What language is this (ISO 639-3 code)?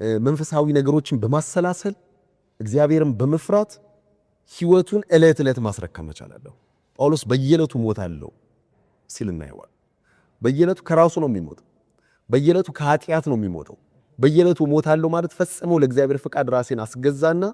amh